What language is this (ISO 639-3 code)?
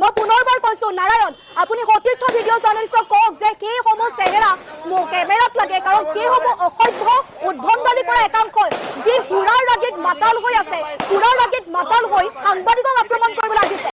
asm